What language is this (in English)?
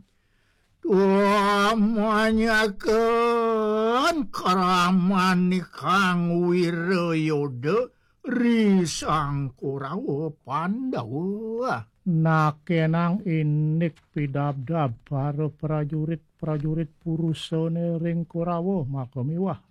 Balinese